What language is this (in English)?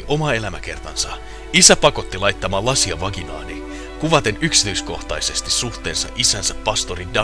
Finnish